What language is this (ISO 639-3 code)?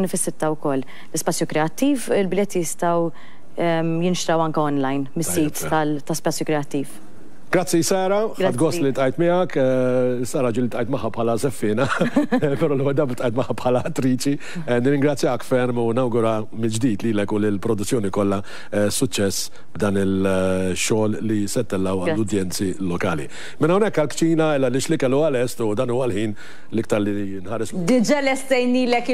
mlt